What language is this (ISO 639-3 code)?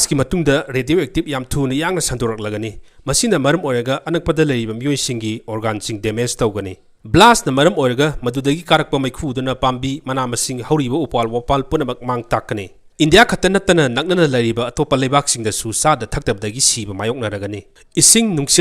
mni